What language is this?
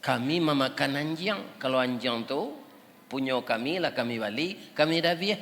Minangkabau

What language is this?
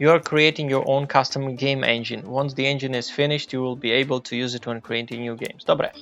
Rusyn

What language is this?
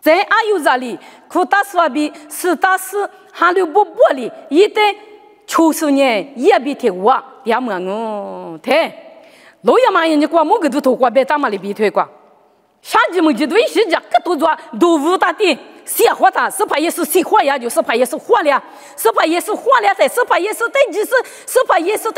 Lisu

